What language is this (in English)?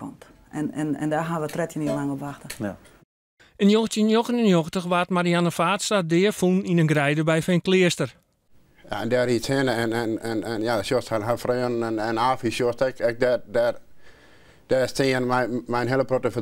Western Frisian